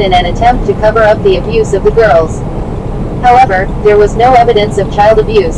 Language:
English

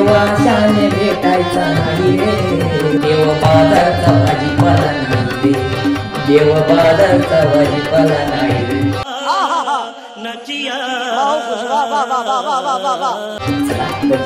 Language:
Marathi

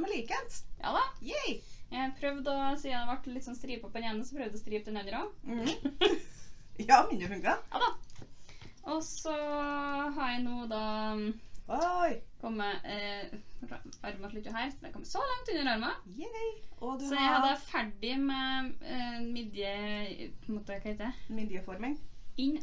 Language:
Norwegian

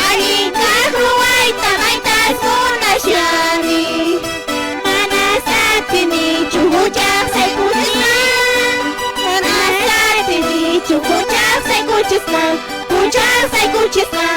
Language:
Quechua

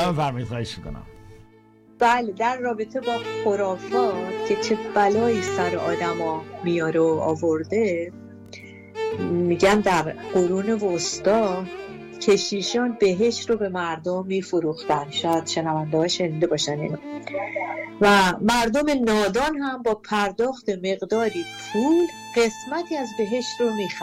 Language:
Persian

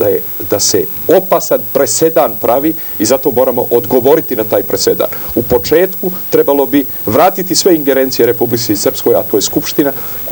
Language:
Serbian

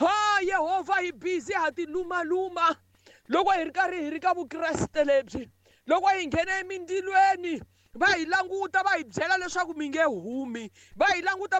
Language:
Tsonga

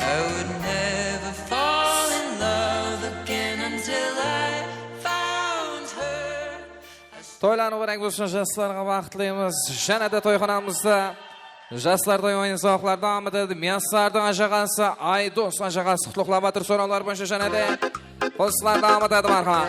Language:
Kara-Kalpak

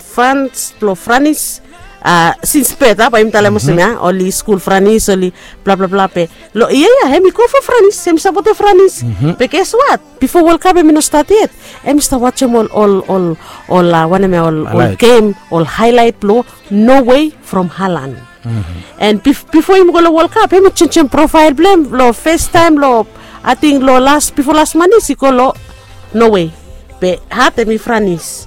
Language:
Bislama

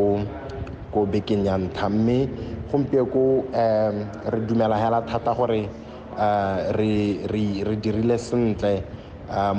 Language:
Tswana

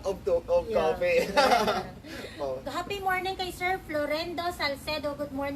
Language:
Hiligaynon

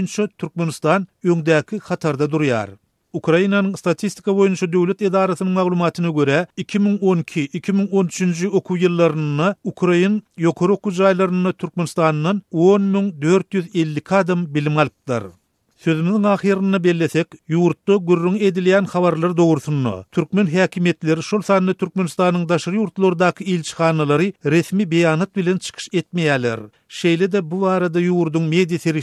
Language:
Turkmen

